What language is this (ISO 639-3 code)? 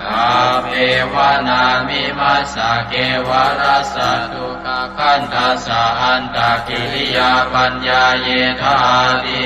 pli